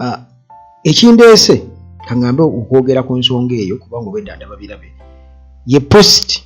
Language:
Ganda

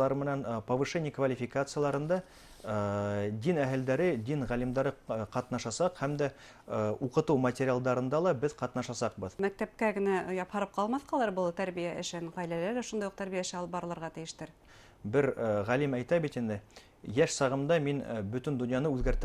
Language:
Bashkir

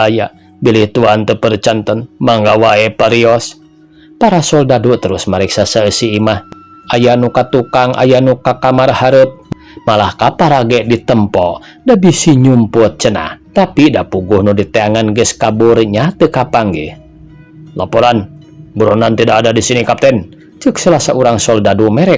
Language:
Sundanese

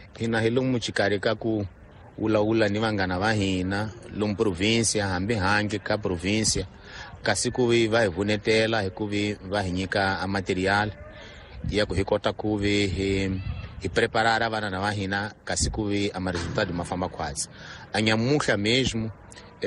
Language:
Tsonga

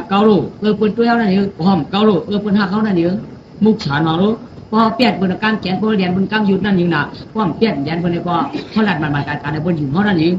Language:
Shan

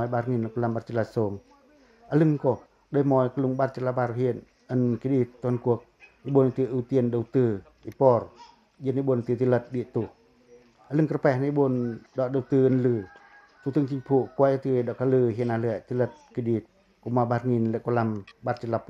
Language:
Pacoh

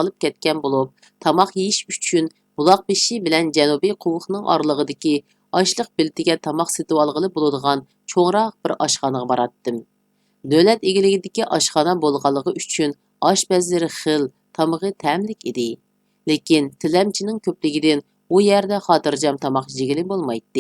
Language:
Uyghur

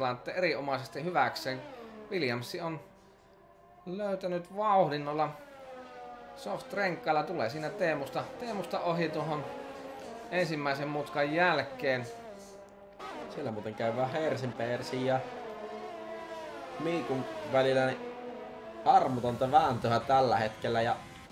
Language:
Finnish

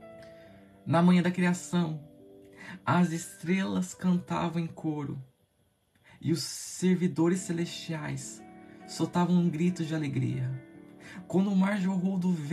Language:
Portuguese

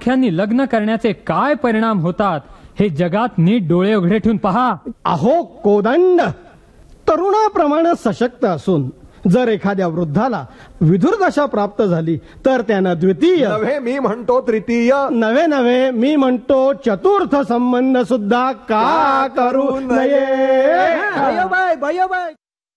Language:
Marathi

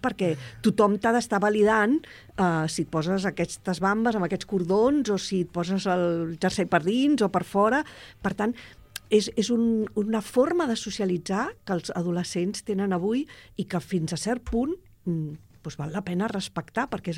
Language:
Catalan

